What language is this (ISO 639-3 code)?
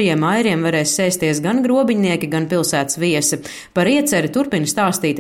lav